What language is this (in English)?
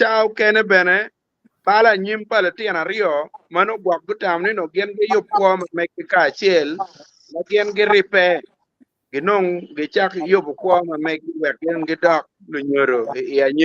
Acoli